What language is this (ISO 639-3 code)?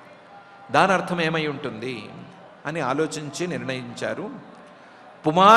tel